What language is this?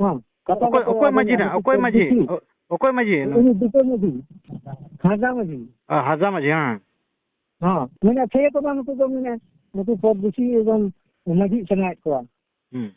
Santali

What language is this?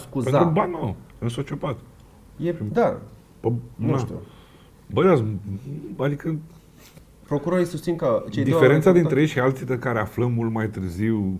Romanian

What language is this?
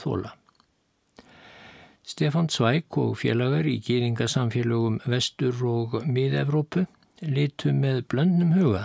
Icelandic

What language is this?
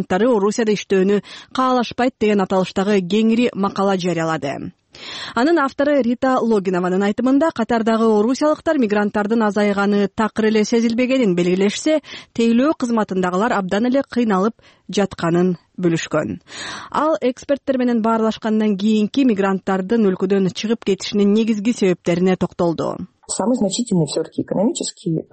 Kyrgyz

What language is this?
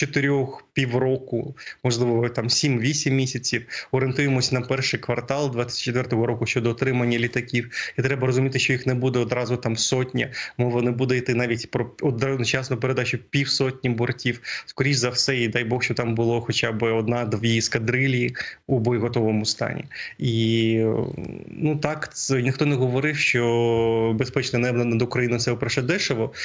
Ukrainian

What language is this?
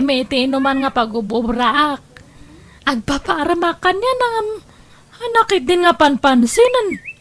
Iloko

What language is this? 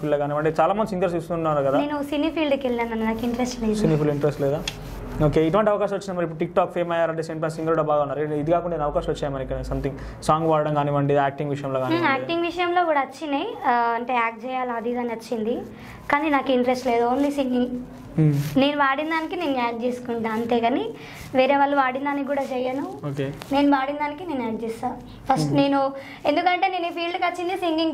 Telugu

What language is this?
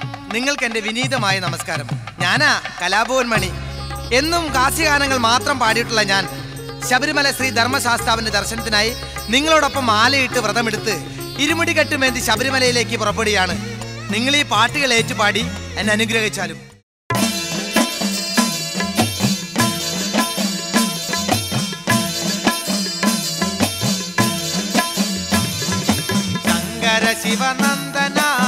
Malayalam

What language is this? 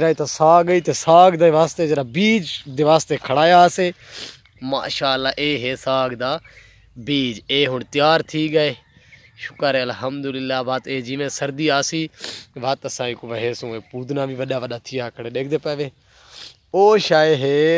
Saraiki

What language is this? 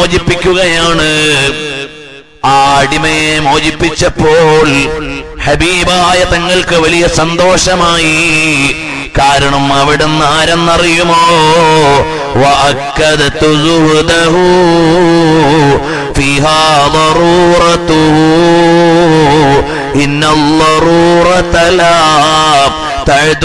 Malayalam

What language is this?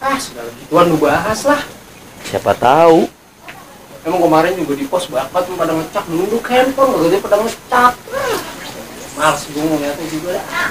Betawi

